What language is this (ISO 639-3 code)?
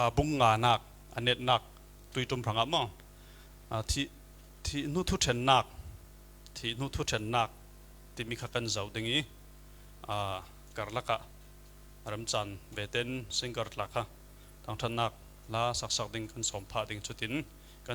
cfm